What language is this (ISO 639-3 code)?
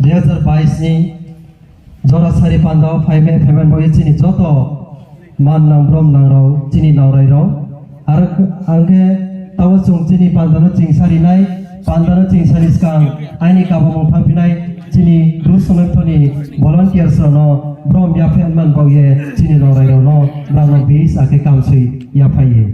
ria